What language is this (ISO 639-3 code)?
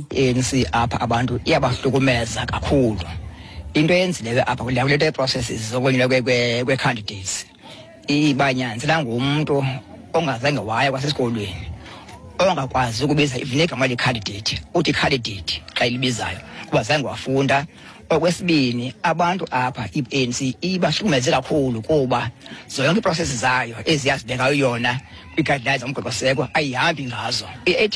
xho